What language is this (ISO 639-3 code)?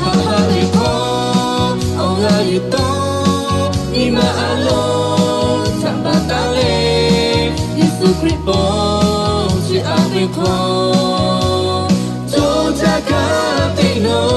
lhu